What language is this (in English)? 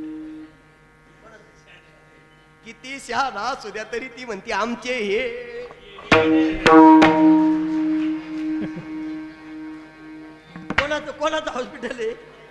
Marathi